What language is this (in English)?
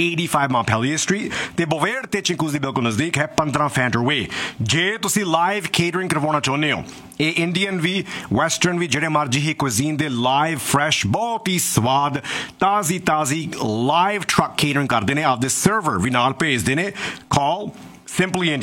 Punjabi